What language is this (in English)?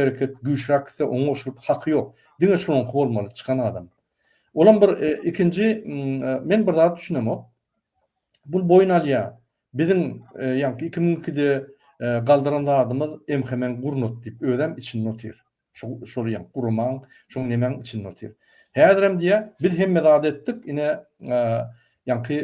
Turkmen